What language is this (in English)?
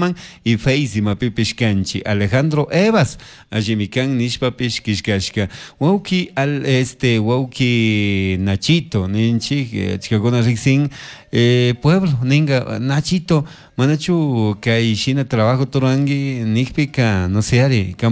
Chimborazo Highland Quichua